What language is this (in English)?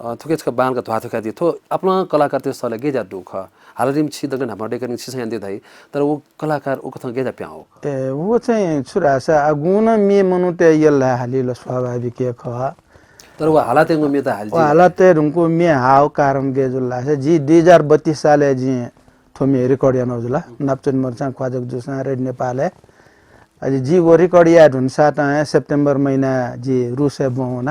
Newari